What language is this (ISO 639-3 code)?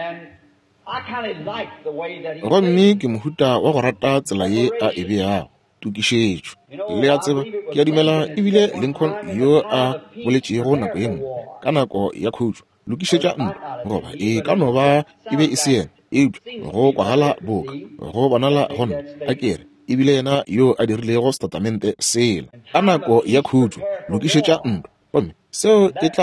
nso